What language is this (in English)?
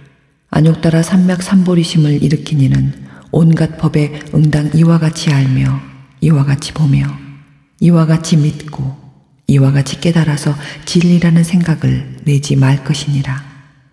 Korean